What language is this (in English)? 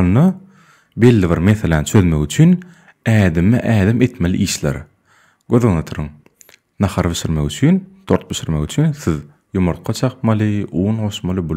Turkmen